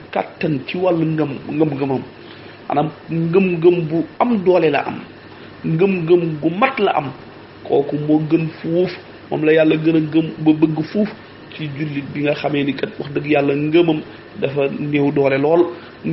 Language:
Wolof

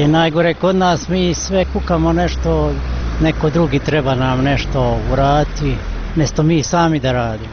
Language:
Bosnian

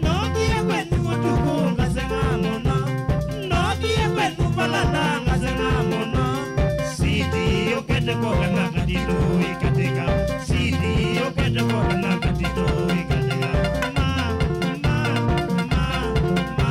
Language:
Kamba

